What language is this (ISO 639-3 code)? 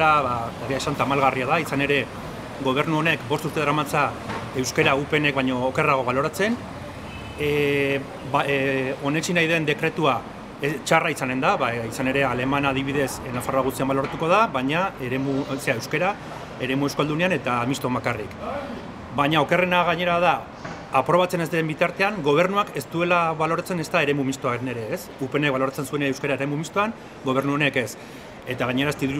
eus